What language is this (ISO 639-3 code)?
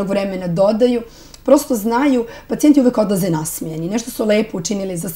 srp